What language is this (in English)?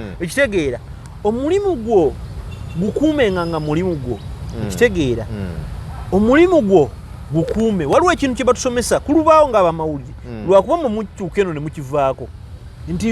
Ganda